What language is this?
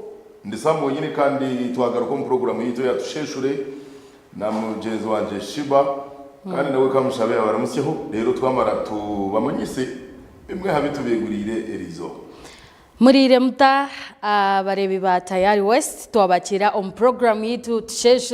Nyankole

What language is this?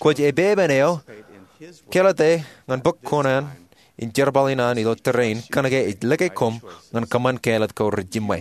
Marshallese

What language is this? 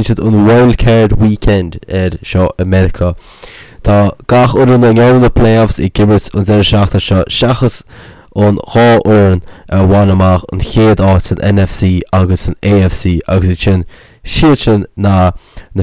Irish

